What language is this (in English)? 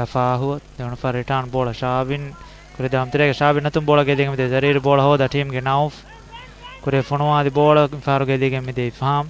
Divehi